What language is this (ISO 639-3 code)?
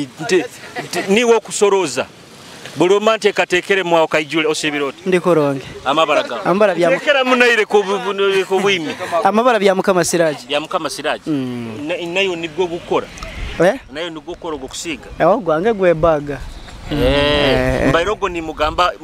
nyo